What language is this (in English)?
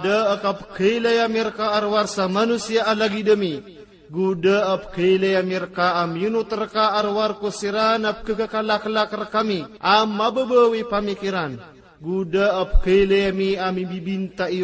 Maranao